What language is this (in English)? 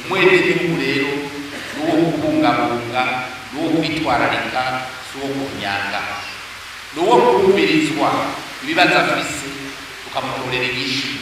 Rundi